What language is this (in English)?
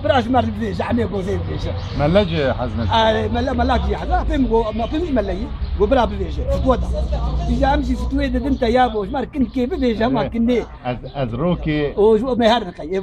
Kurdish